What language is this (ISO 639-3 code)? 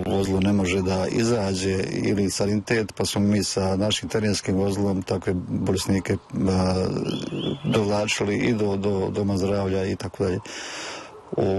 bos